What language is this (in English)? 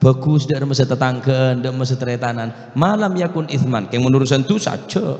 Madurese